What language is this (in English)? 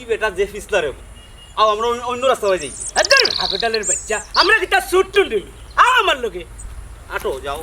Sylheti